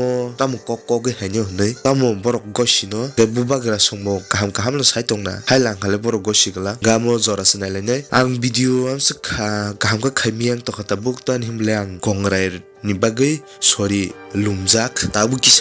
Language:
Kok Borok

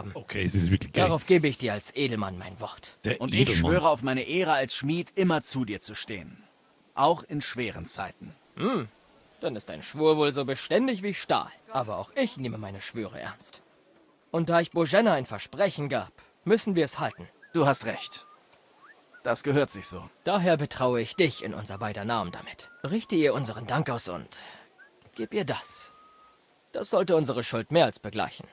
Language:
Bavarian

